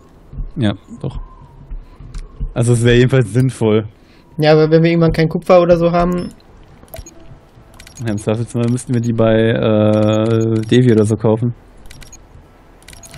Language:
German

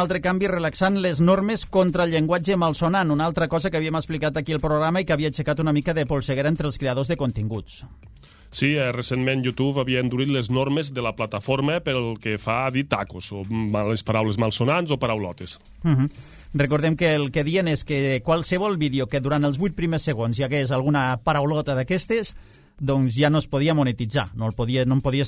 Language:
Catalan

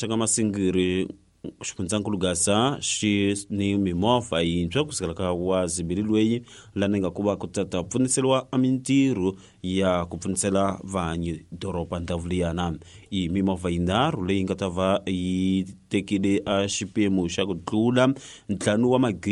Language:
Tsonga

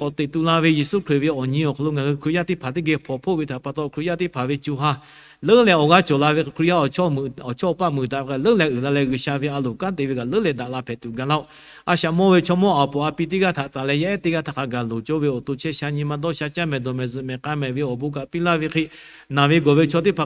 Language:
Lahu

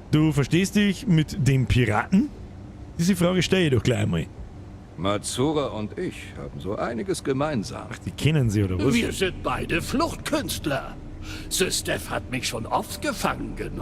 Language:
Bavarian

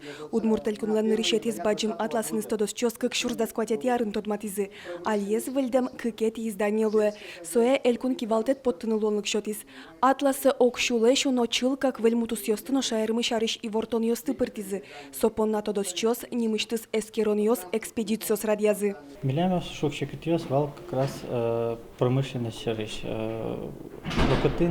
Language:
Udmurt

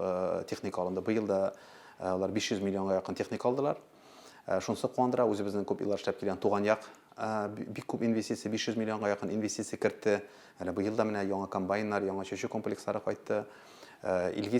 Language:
Tatar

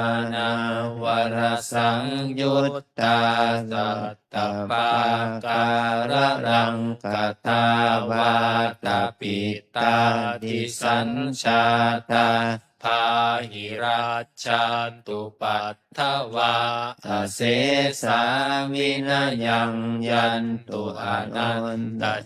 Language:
Pali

